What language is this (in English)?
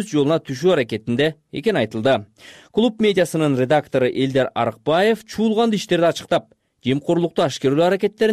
Kyrgyz